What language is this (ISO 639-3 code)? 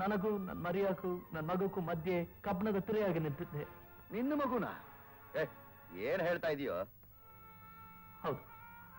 kan